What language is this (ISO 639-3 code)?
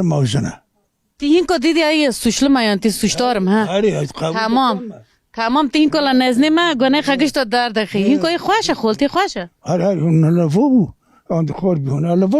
kur